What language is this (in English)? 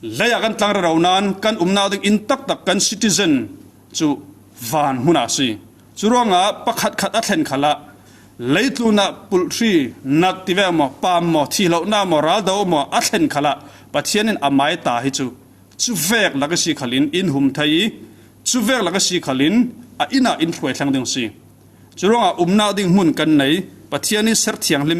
Falam Chin